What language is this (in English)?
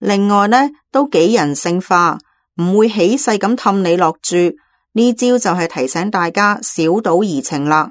Cantonese